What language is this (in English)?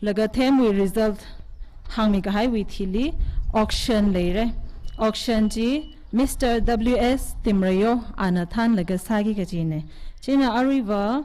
Tangkhul Naga (India)